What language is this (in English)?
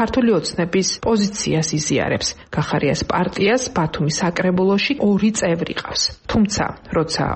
Georgian